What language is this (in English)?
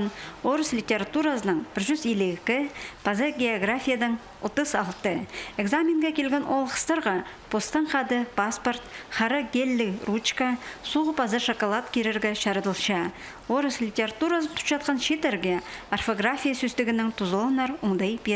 Khakas